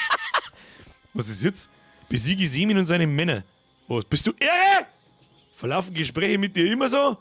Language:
Bavarian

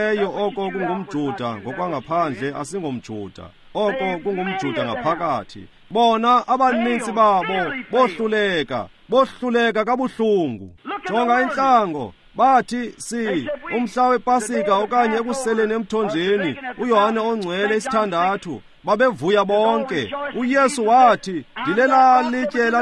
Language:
Xhosa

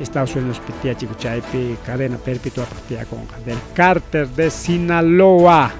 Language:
Ayacucho Quechua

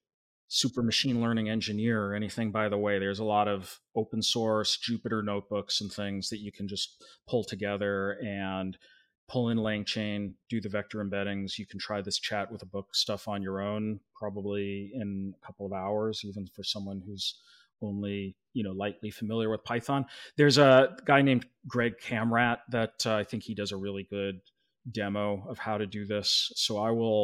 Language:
English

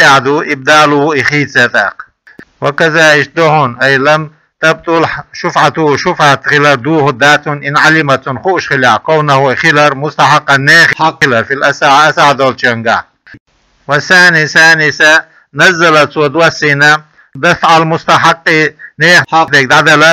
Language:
Chechen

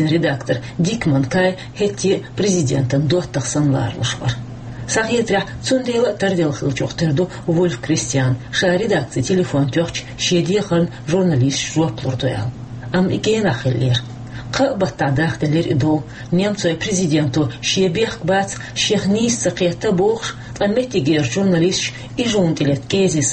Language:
Chechen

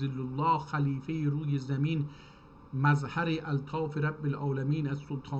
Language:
South Azerbaijani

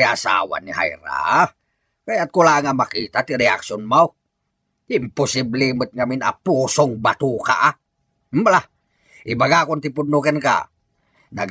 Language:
Iloko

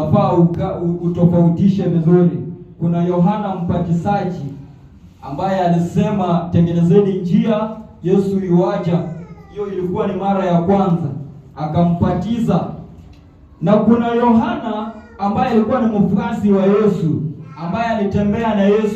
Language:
Swahili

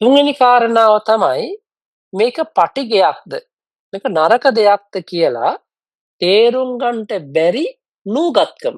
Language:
Sinhala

